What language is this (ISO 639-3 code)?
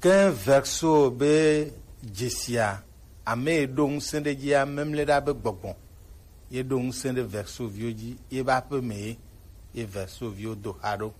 gej